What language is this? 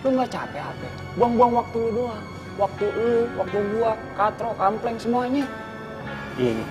Betawi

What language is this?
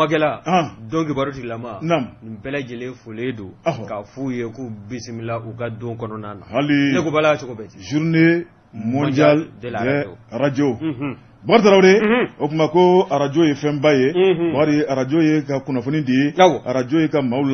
Bambara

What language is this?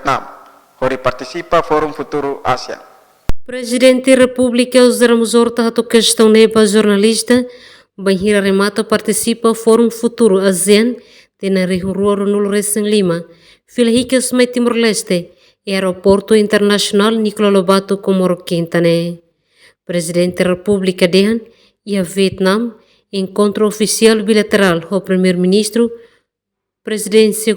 Tetum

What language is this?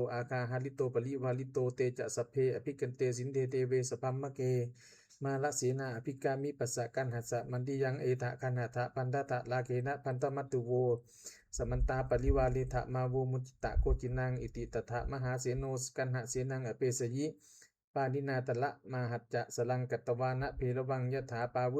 Pali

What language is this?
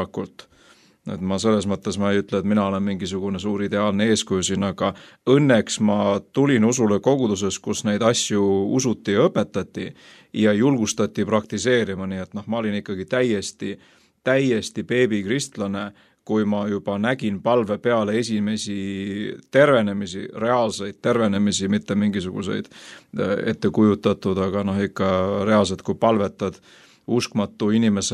Estonian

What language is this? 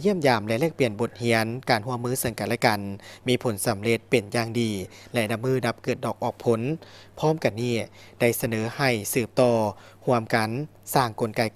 Lao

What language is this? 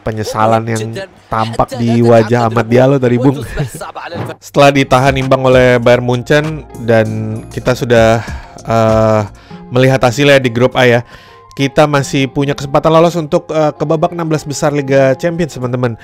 Indonesian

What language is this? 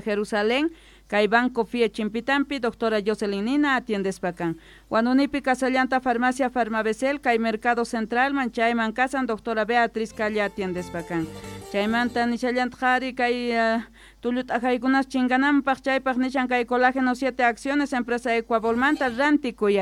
Quechua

